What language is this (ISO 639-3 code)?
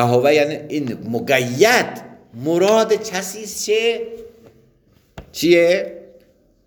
fas